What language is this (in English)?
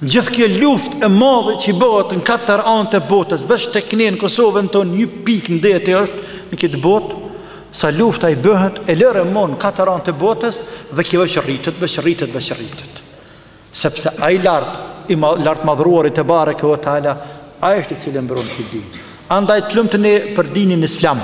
Albanian